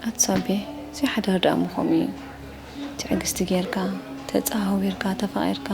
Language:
Tigrinya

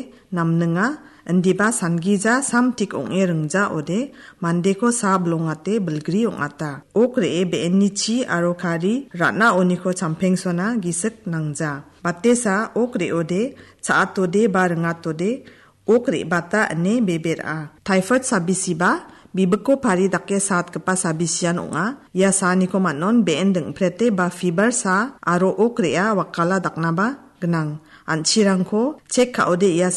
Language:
Garo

